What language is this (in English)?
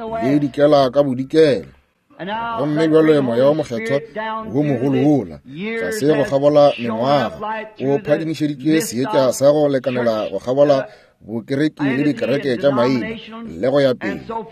Northern Sotho